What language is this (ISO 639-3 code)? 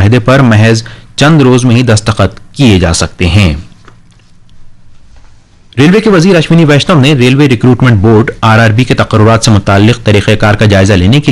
urd